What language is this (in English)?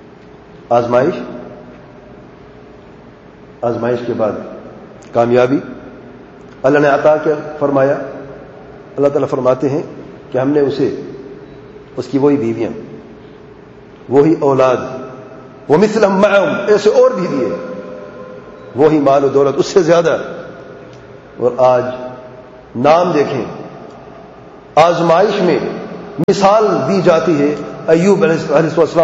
Urdu